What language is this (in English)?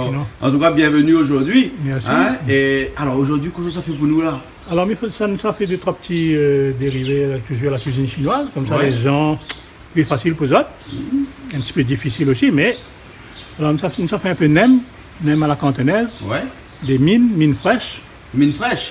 Réunion Creole French